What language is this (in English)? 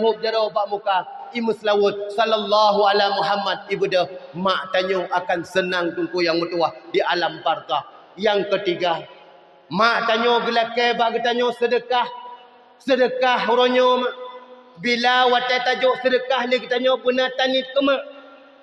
Achinese